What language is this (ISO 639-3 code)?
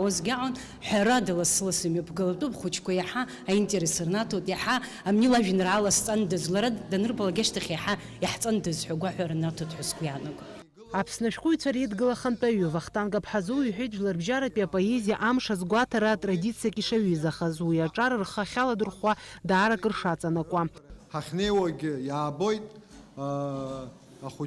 abk